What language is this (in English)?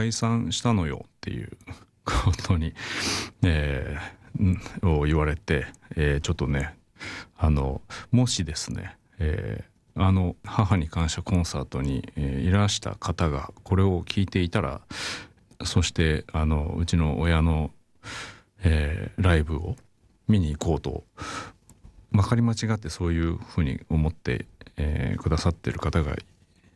Japanese